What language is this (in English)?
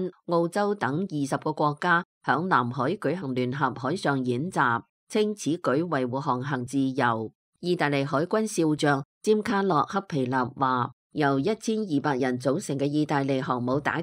Cantonese